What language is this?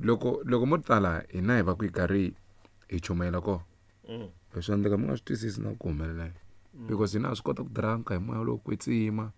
Tsonga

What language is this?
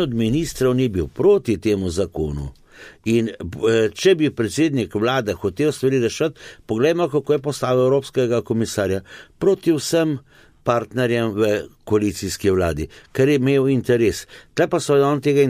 Slovenian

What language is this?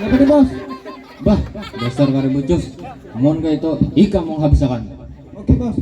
Banjar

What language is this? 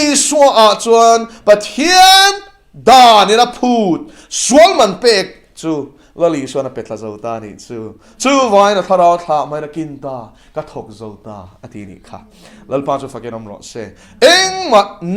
Mizo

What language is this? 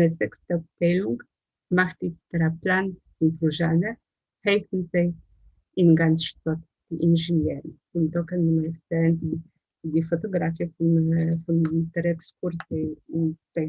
Yiddish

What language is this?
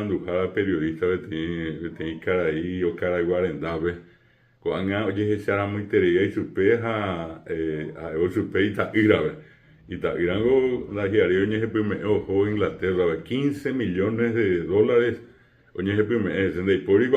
Guarani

